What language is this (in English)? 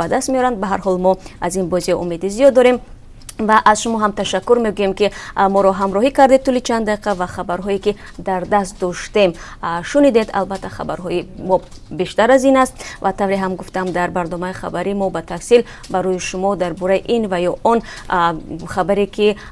Tajik